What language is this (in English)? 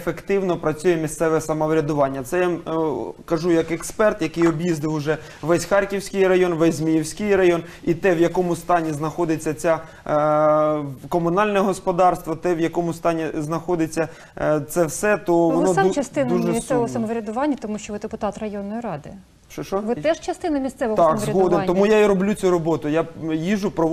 Ukrainian